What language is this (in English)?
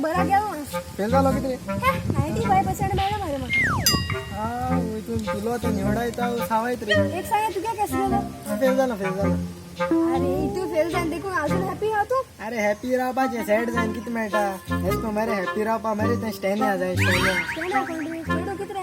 Konkani